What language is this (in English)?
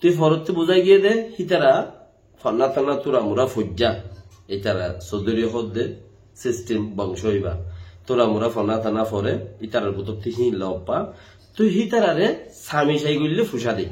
Rohingya